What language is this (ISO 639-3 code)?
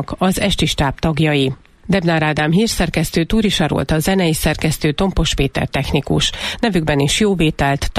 hun